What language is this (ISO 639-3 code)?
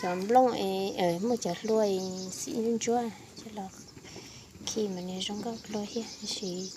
hmn